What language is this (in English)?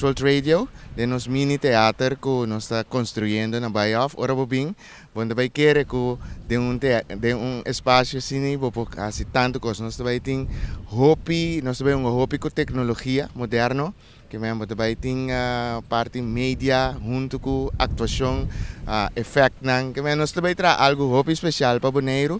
Papiamento